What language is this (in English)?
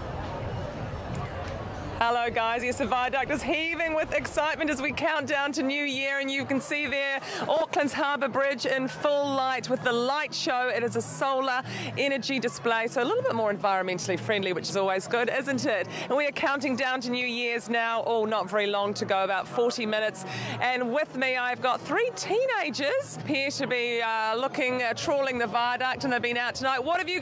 English